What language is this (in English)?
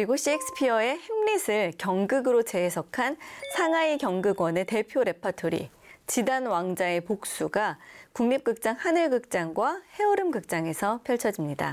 Korean